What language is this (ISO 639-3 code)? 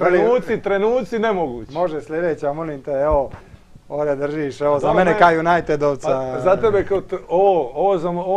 hrv